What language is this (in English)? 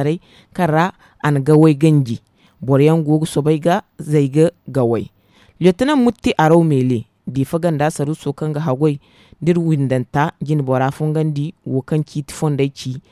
Zarma